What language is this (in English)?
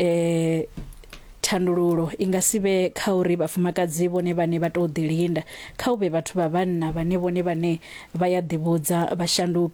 Venda